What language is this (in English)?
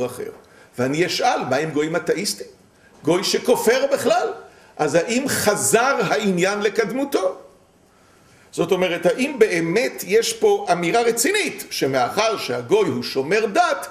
Hebrew